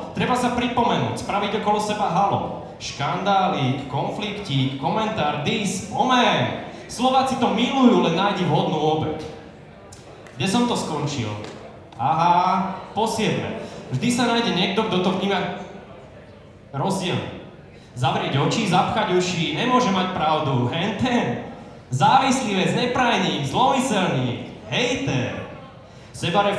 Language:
Slovak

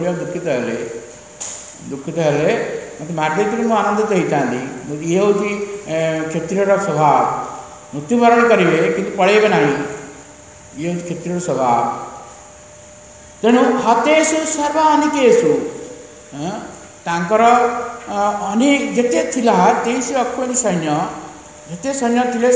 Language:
Odia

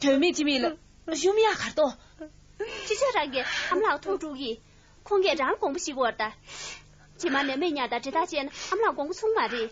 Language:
Tibetan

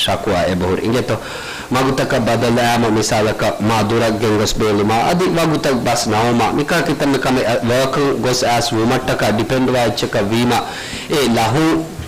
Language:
Divehi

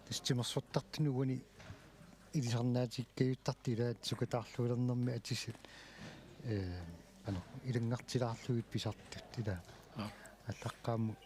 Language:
Kalaallisut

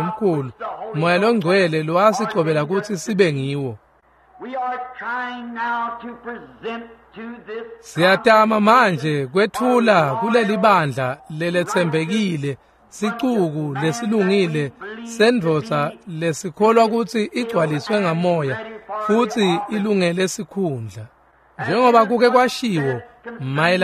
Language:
Swati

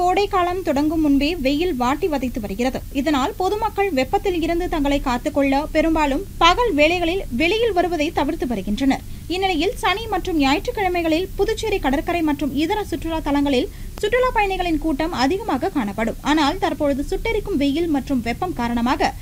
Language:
Tamil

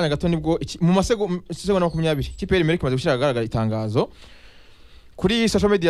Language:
Kinyarwanda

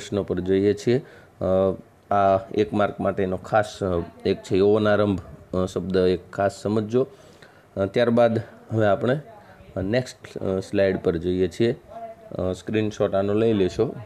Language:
Gujarati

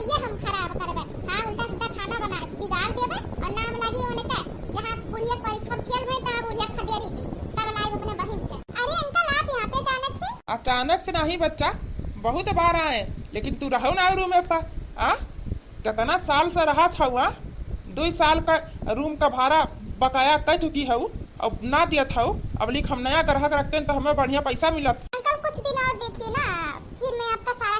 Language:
Awadhi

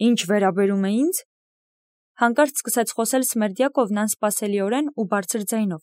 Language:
Armenian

